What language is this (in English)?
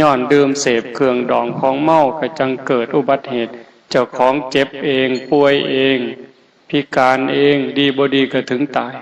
Northeastern Thai